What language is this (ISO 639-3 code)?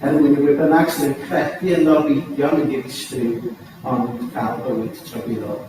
cym